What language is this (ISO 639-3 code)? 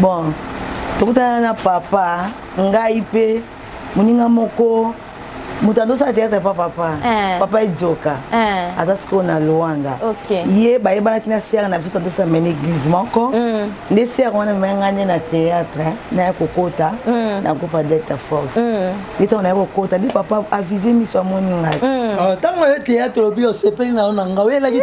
lin